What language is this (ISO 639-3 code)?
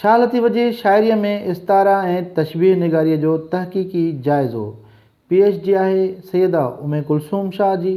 snd